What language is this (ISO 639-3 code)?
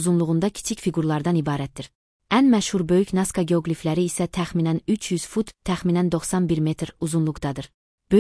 aze